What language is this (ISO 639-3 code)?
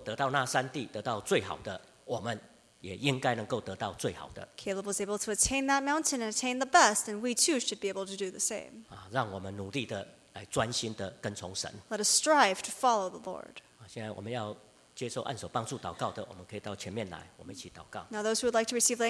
zho